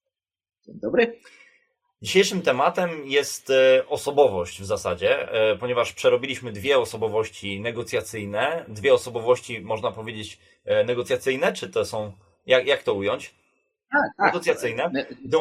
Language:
Polish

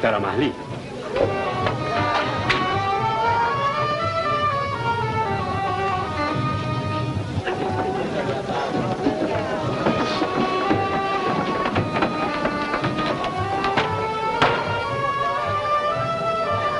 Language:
Portuguese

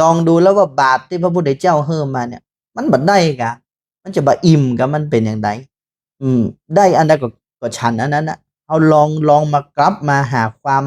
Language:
Northern Thai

